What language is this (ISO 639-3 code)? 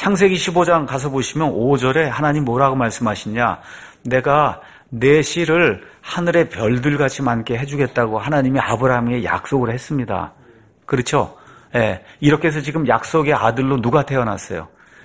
kor